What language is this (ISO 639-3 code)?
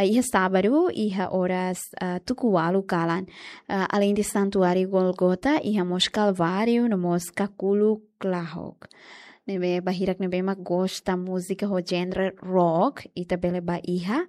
tet